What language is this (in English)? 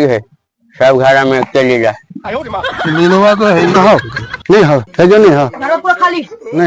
Magahi